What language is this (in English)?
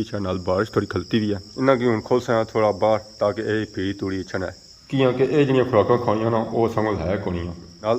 Pahari-Potwari